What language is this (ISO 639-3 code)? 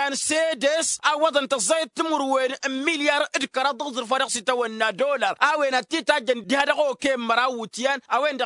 taq